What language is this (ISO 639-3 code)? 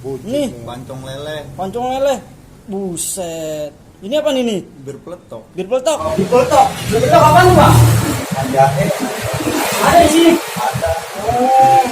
bew